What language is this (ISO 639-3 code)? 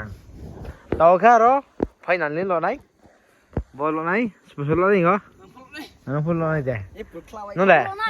ria